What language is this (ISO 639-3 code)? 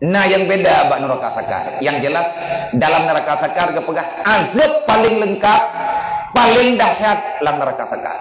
ace